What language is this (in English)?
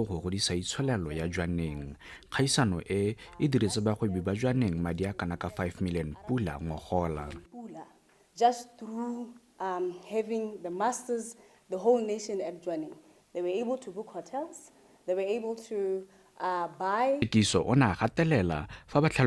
Tswana